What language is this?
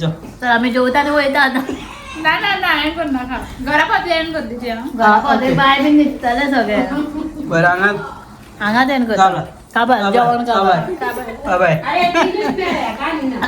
Konkani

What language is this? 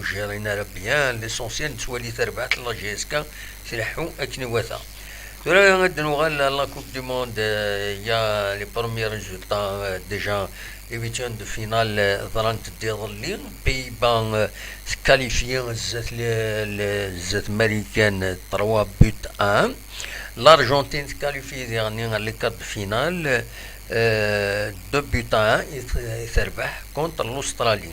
Kabyle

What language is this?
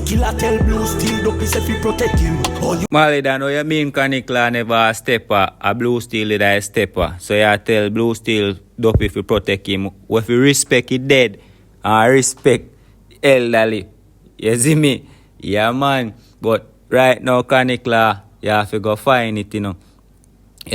Jamaican Creole English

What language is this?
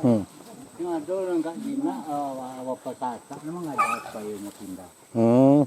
Minangkabau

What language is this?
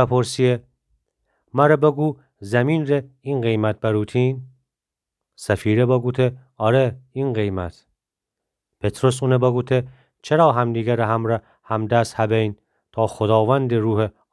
Gilaki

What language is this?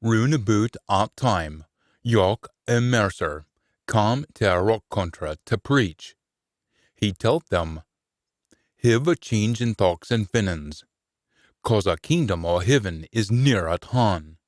Scots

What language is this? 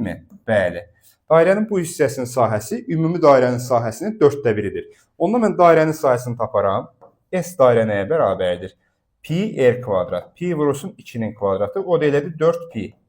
Azerbaijani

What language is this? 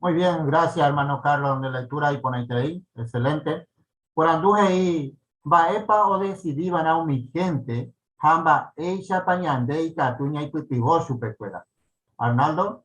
Guarani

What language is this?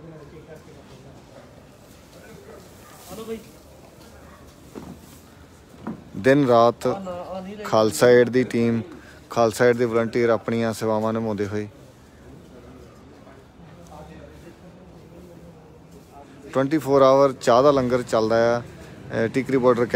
Punjabi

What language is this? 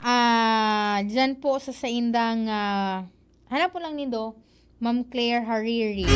Bikol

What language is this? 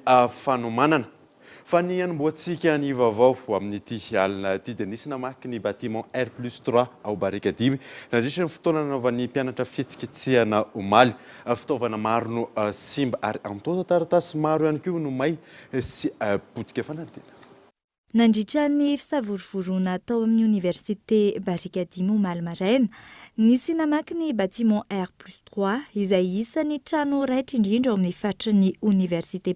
Malagasy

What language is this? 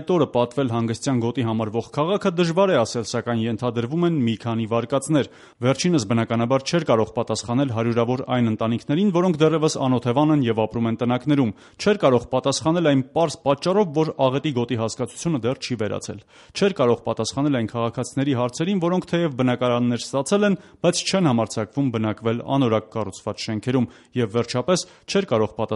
Armenian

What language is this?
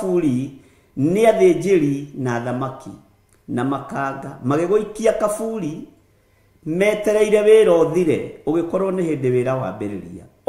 Kikuyu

